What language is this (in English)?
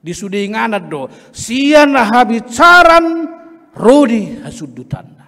Batak Toba